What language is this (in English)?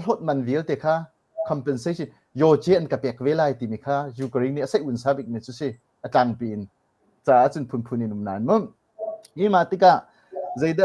Hakha Chin